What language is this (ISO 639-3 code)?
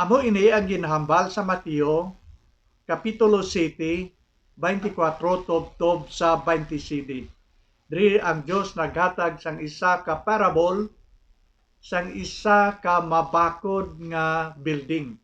hil